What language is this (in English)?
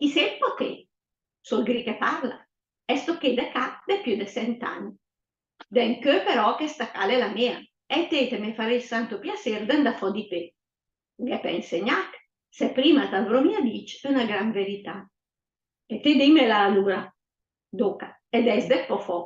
Lombard